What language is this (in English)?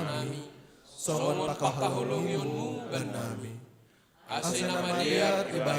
Batak Simalungun